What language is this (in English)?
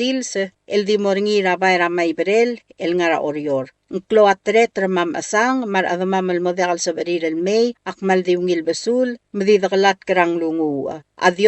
Palauan